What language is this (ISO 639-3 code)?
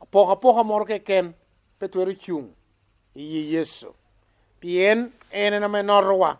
laj